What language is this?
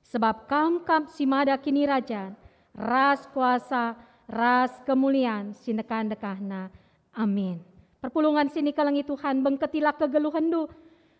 Batak Karo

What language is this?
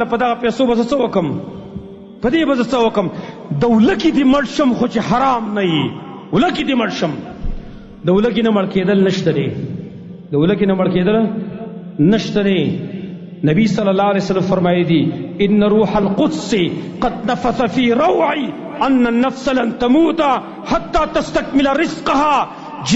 Pashto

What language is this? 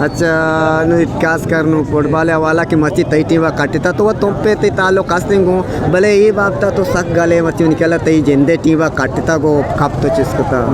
Eastern Balochi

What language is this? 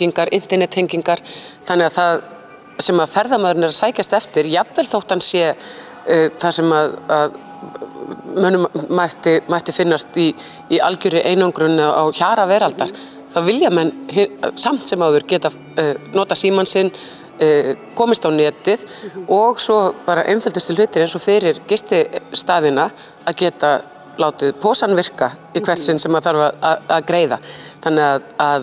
Icelandic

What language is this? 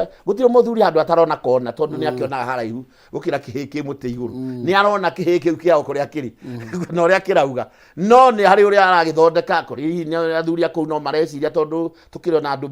Kikuyu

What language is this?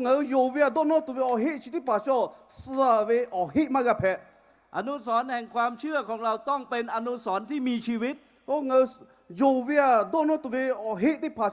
Lahu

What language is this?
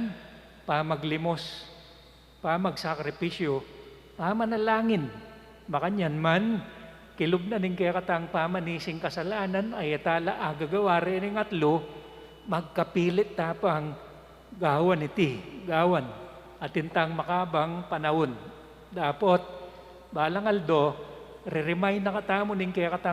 Pampanga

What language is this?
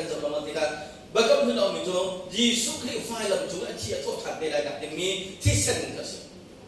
Hakha Chin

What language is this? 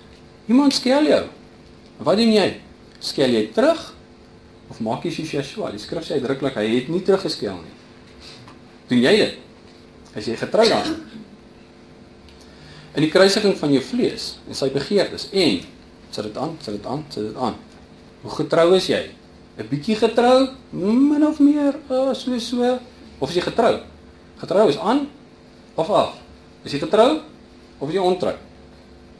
Afrikaans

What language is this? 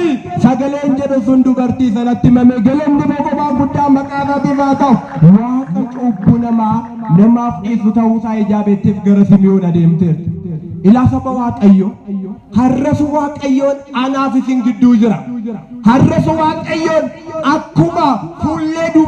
Oromo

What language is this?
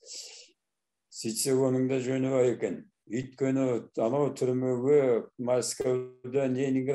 Kazakh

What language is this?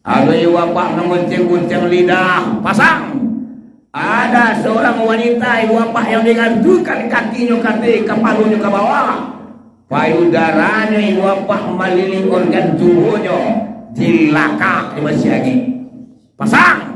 Minangkabau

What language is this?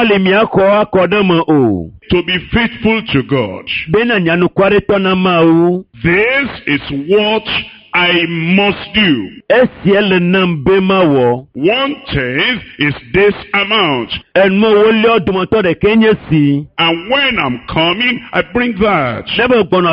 Ewe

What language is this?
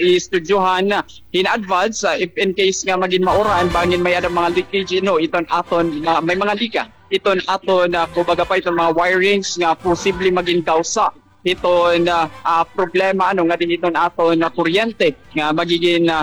Waray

